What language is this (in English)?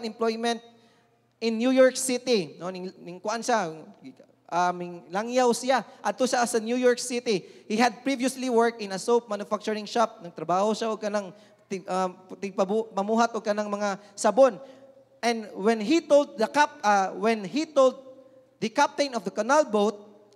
Cebuano